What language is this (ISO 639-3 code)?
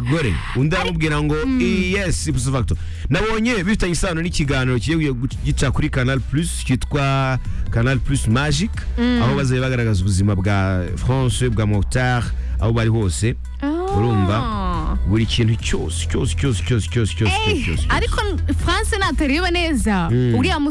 kin